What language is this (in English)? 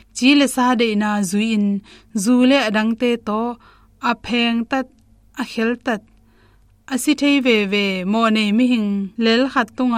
Tedim Chin